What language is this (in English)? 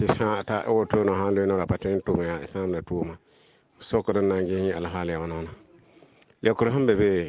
Mossi